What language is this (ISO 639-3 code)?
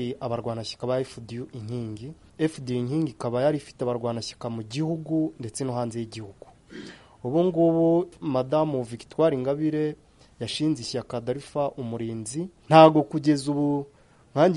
kin